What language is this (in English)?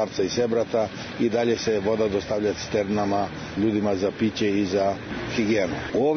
Serbian